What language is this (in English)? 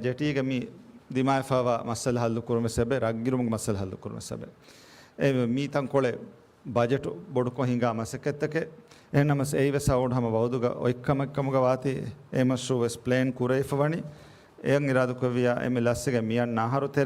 Divehi